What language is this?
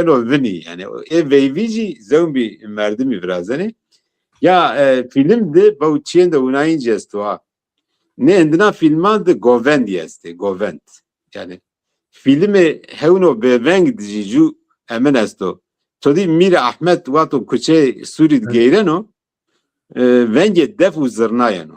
Zaza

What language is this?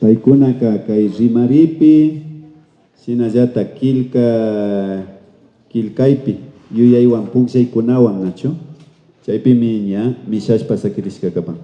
Imbabura Highland Quichua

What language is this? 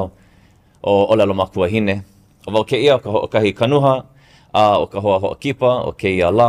Hawaiian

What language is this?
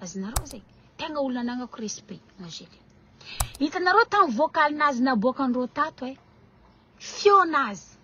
Malagasy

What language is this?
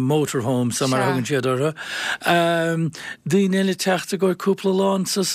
Irish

